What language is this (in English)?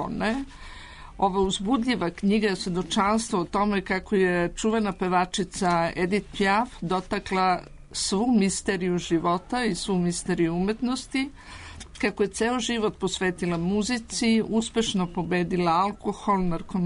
Serbian